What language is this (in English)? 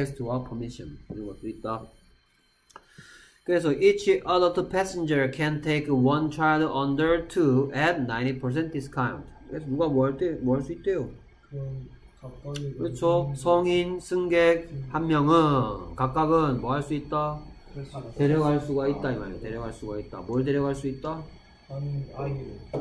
Korean